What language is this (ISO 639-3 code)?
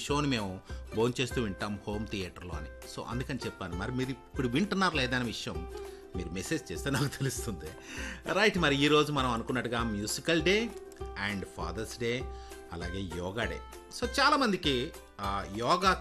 tel